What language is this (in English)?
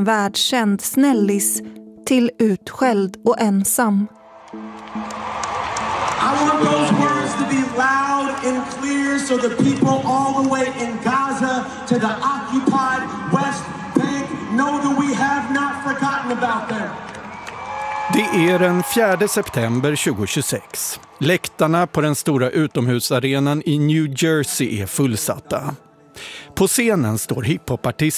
Swedish